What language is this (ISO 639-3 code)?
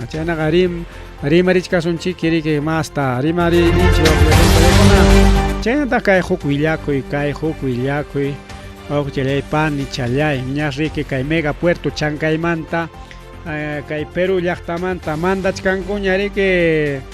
quy